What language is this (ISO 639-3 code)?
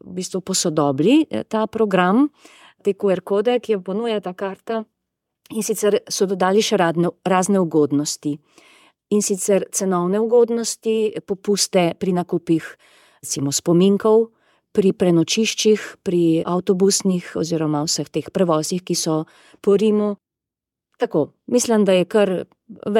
slv